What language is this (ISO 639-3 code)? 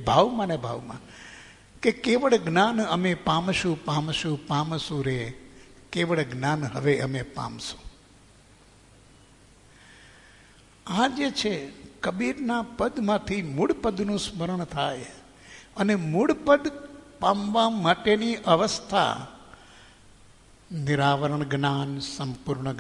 guj